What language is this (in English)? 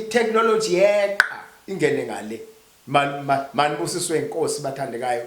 Zulu